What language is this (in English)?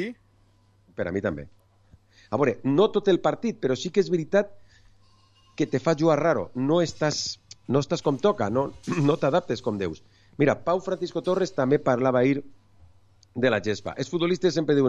Catalan